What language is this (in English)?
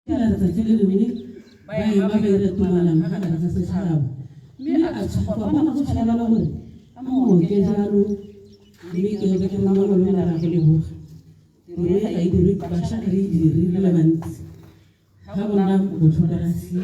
Tswana